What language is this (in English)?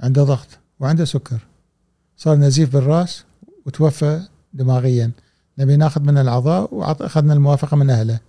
Gulf Arabic